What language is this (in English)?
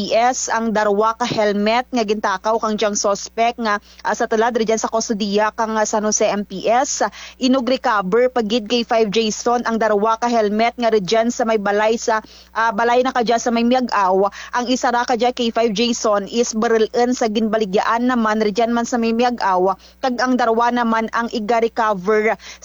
Kinaray-a